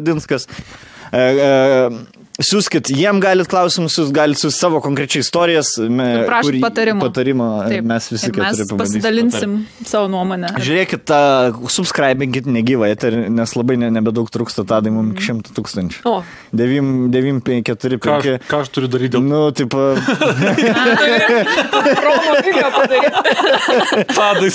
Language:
Lithuanian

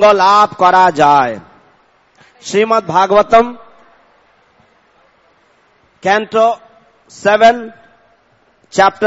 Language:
Bangla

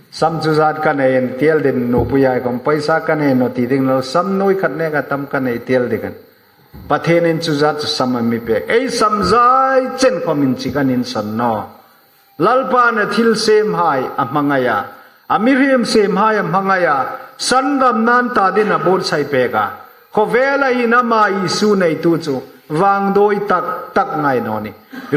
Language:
Hmar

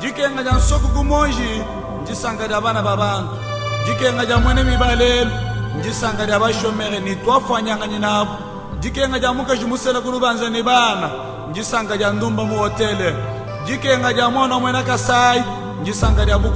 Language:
Luba-Lulua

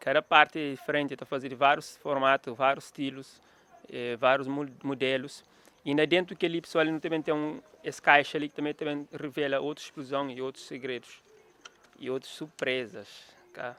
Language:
Kabuverdianu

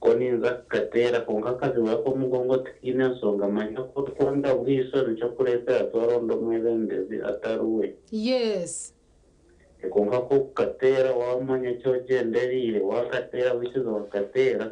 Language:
Nyankole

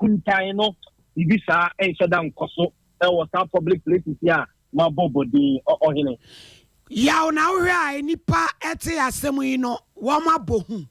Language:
Akan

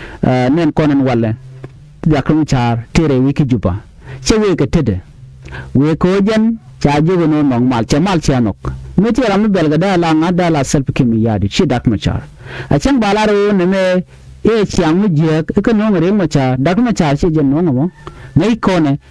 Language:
Nuer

